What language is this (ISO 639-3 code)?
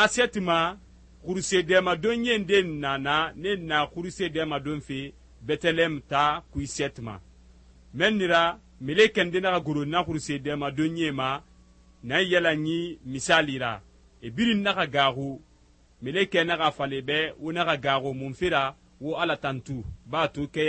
sus